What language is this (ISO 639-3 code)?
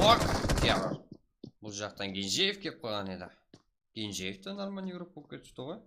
kaa